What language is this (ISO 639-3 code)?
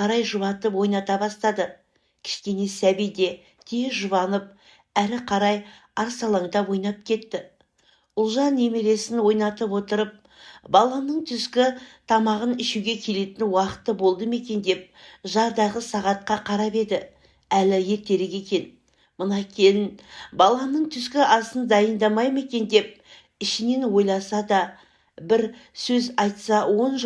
kaz